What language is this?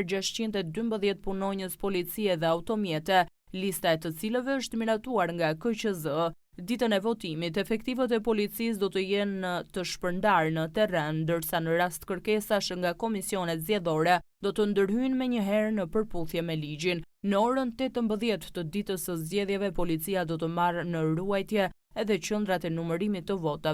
Albanian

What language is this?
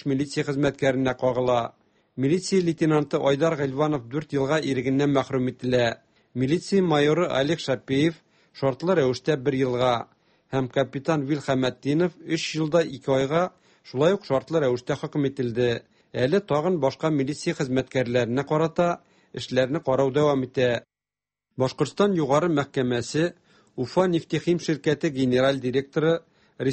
Tatar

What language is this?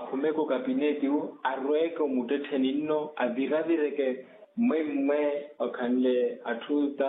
Makhuwa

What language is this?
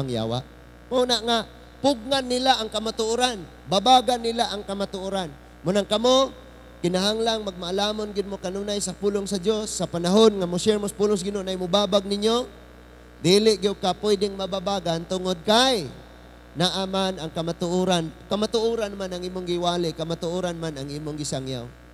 Cebuano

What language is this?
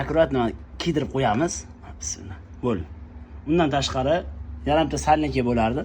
Uzbek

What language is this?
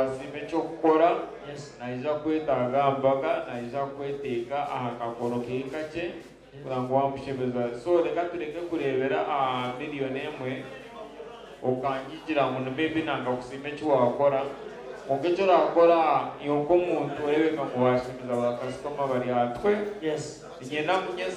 Nyankole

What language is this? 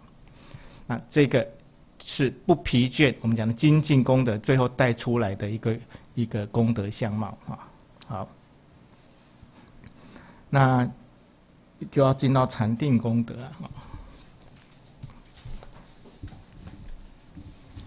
Chinese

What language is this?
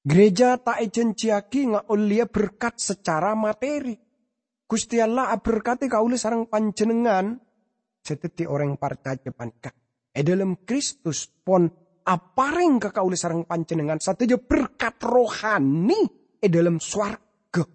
Madurese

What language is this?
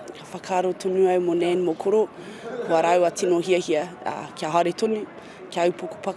Māori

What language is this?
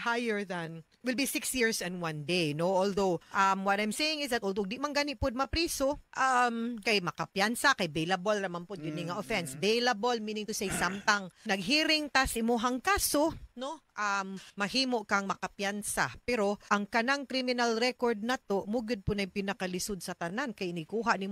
Cebuano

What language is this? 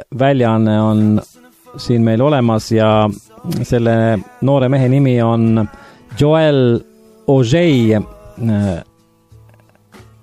Estonian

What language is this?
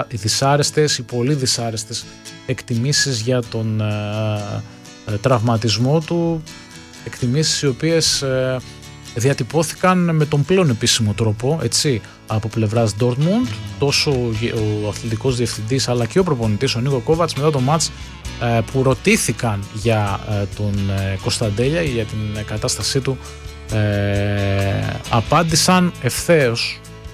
Greek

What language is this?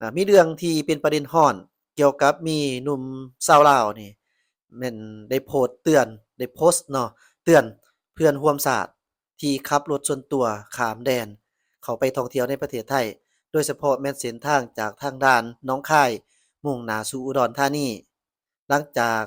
Lao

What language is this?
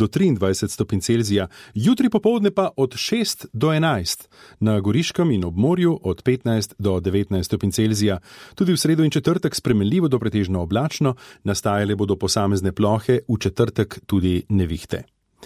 Slovenian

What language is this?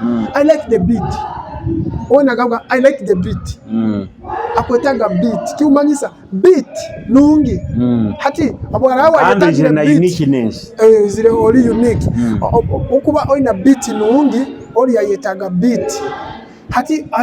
Nyoro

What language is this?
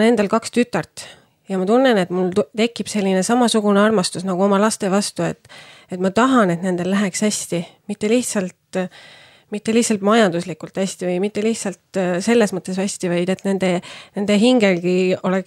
Estonian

